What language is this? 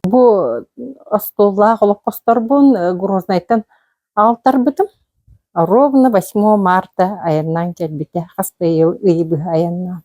Yakut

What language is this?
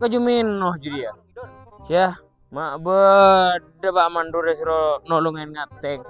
Madurese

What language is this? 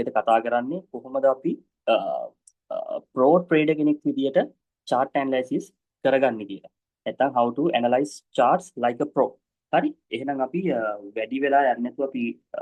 Sinhala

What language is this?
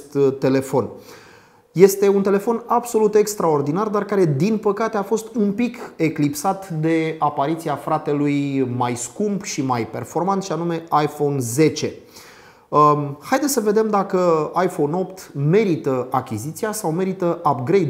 Romanian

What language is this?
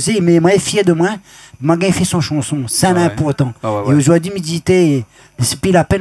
Réunion Creole French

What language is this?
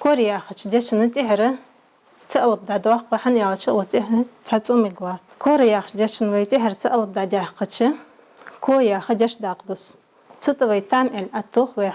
Ingush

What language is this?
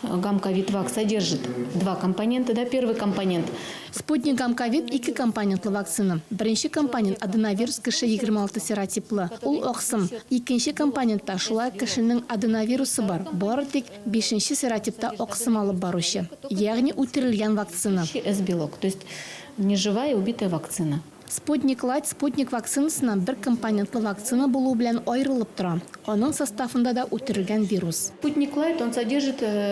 Tatar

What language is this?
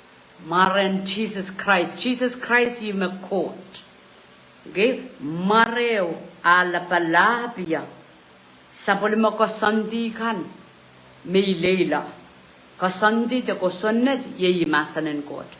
Pohnpeian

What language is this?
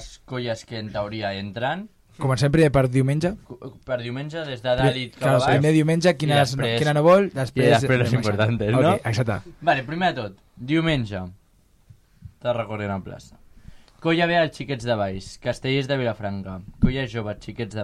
Catalan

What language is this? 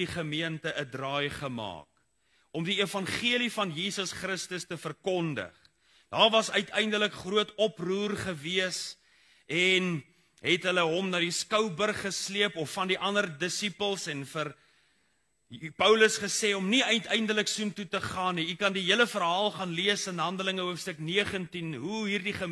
Afrikaans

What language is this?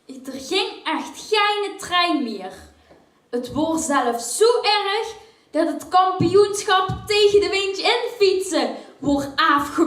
Limburgish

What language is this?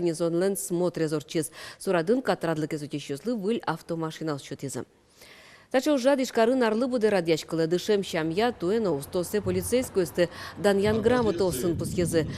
Udmurt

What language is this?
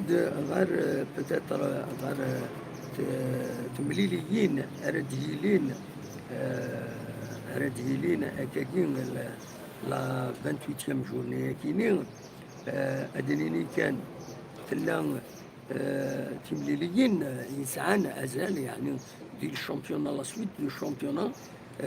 Kabyle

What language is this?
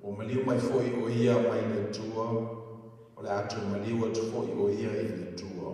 Samoan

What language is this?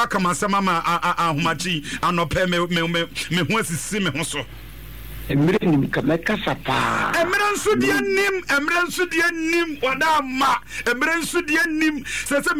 Akan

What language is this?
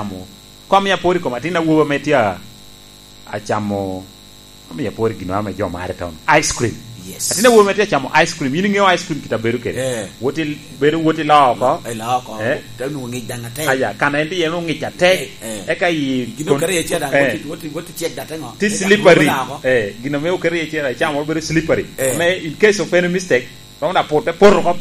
Lango (Uganda)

